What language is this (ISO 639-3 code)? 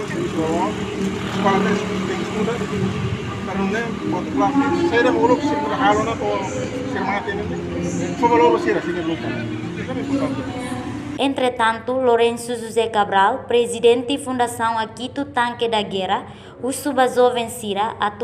tet